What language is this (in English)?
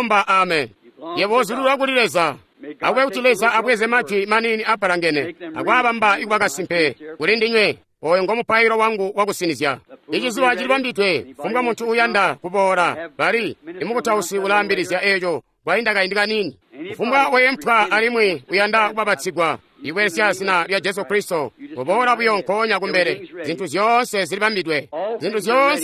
Tonga (Zambia)